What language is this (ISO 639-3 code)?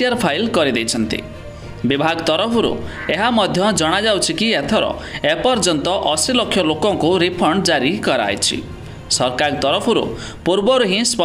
ori